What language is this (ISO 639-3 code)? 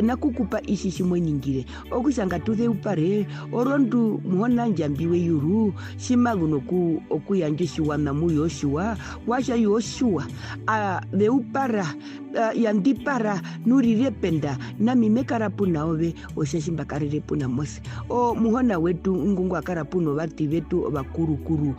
her